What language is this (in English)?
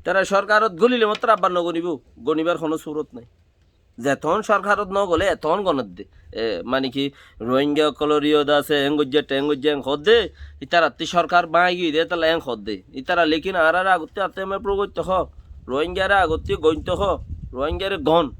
Rohingya